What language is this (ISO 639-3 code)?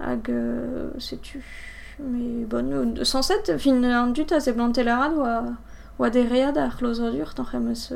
bre